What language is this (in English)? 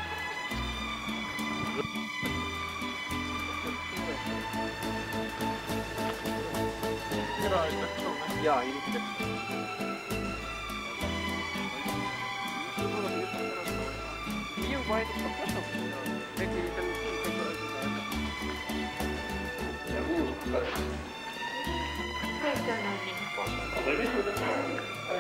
Afrikaans